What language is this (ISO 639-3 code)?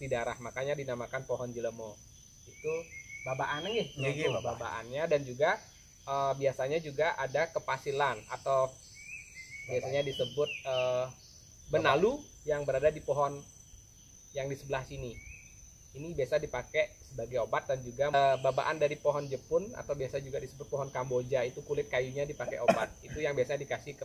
ind